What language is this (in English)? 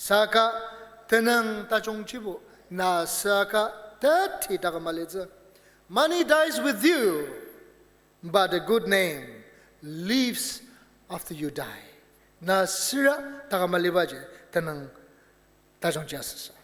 Ao Naga